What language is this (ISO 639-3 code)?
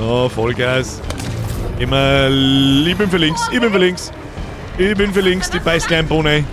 bar